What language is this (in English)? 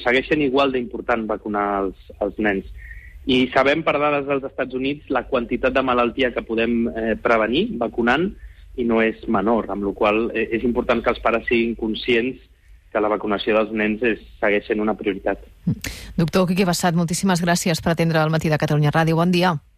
Catalan